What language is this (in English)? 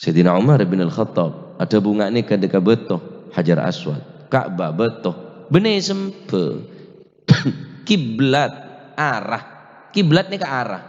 Madurese